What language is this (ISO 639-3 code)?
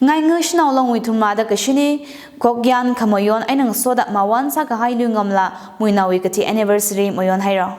nmf